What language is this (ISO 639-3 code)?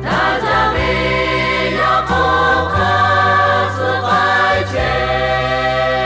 lhu